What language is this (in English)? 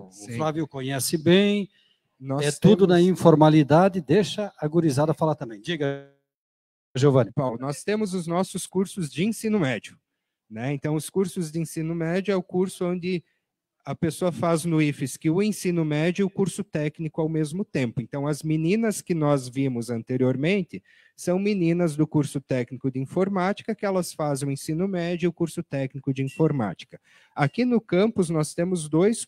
Portuguese